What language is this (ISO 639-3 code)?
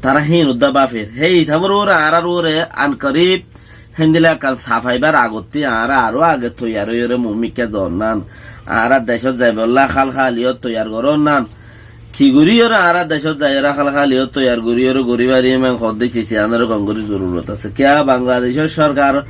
rhg